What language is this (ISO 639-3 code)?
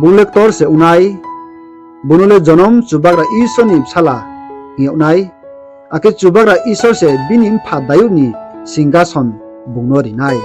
ria